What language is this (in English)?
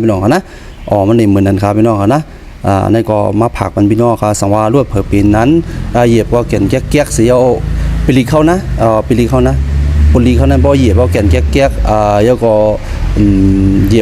Shan